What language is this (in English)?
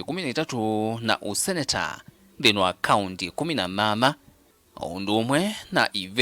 Kamba